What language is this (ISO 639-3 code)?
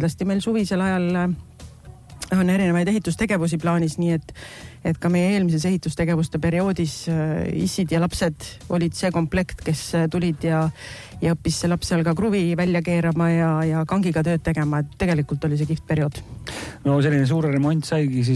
est